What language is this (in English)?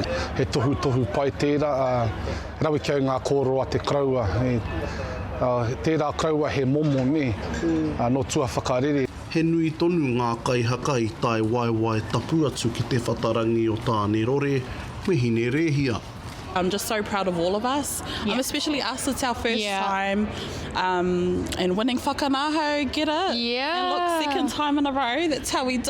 Māori